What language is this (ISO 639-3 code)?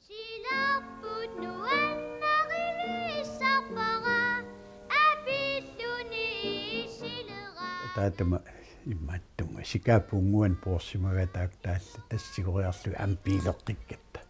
kal